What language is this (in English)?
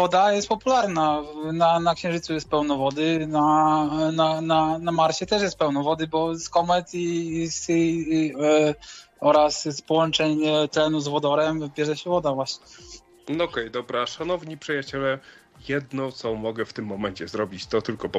Polish